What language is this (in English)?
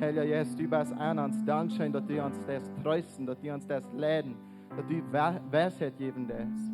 Plautdietsch